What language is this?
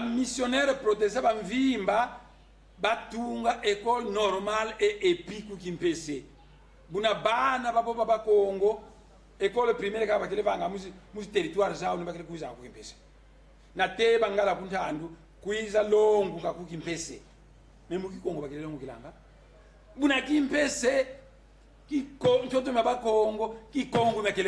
Kongo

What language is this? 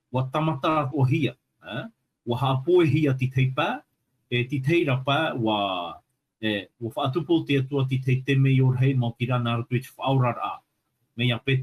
Tahitian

